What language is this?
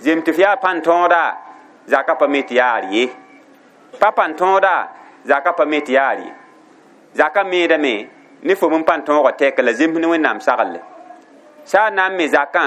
Mossi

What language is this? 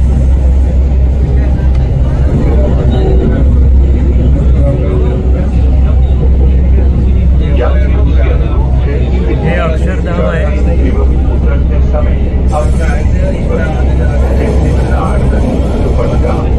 Marathi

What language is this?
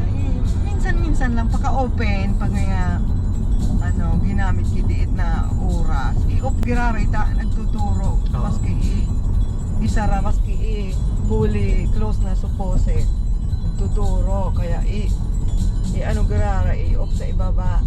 Bikol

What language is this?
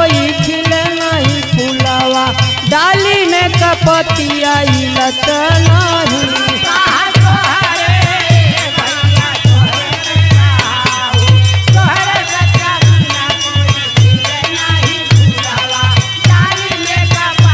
Bhojpuri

